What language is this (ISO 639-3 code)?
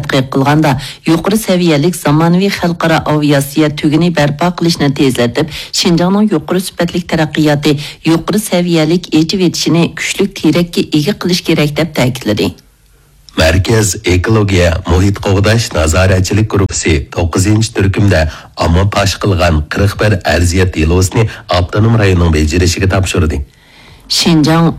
uig